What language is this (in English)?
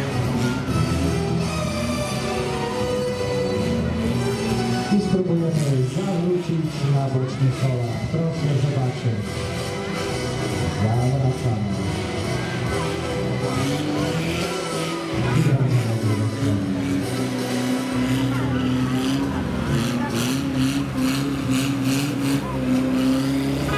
Polish